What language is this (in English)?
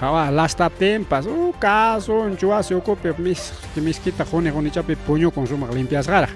Ayacucho Quechua